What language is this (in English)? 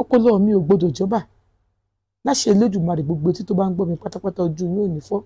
Yoruba